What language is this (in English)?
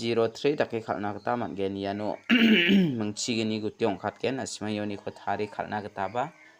Garo